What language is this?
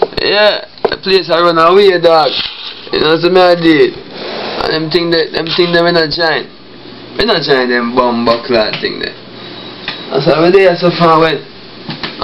Jamaican Creole English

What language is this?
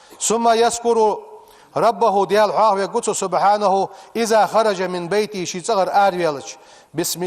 Ingush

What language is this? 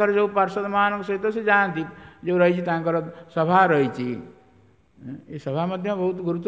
Odia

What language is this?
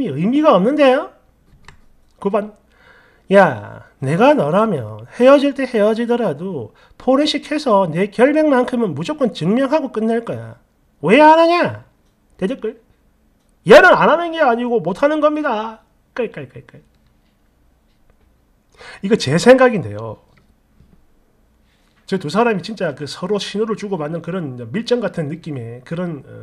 Korean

